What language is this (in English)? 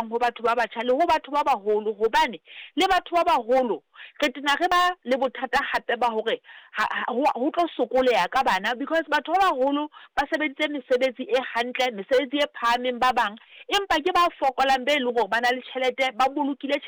Southern Sotho